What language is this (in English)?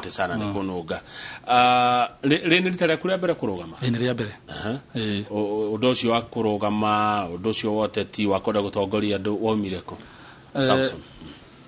Kikuyu